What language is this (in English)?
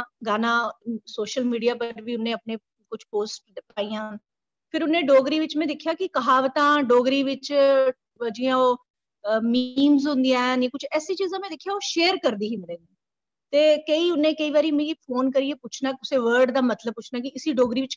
Dogri